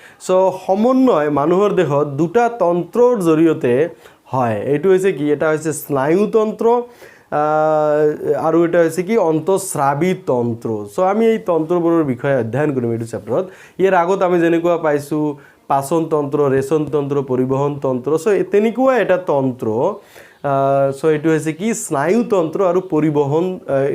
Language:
Assamese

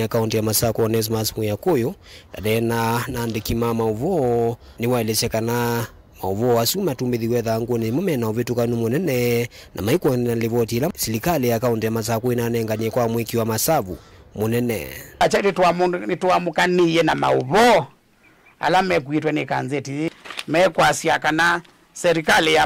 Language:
Kamba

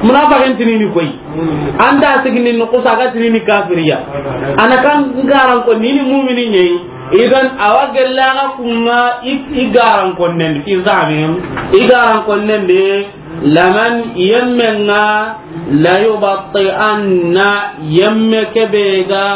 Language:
Soninke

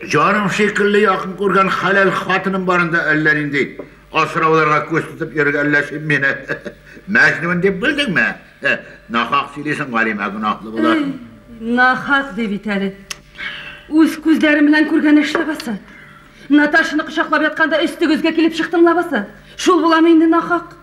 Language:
Tatar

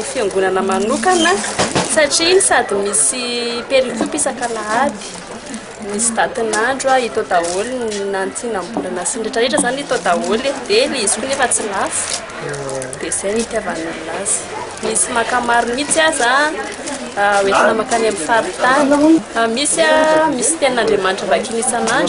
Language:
Malagasy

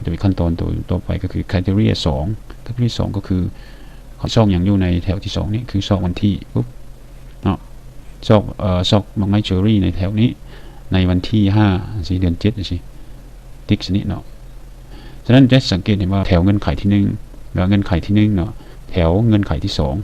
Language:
Lao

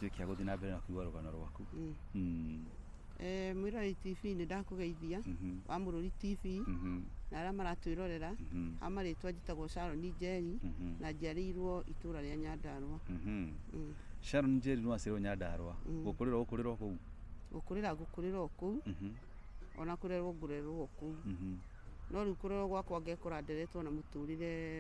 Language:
Kikuyu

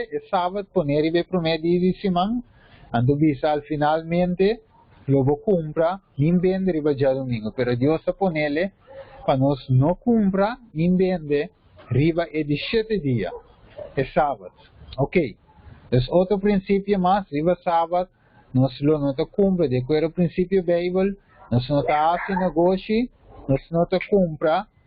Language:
Papiamento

